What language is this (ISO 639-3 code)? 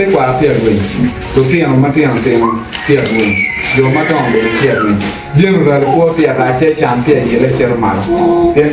ach